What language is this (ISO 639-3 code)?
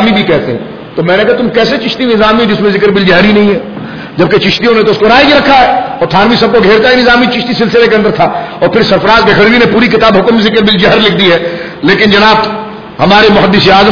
urd